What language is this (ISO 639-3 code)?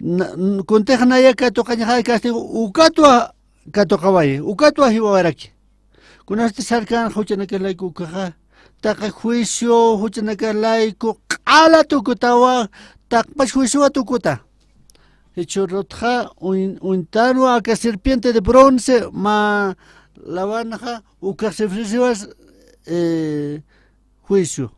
aym